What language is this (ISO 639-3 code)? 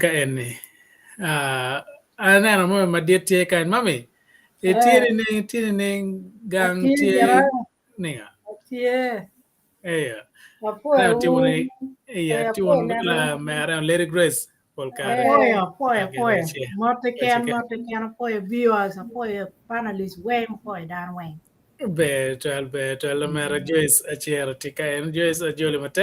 ach